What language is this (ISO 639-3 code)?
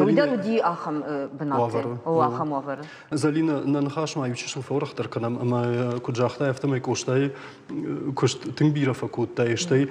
oss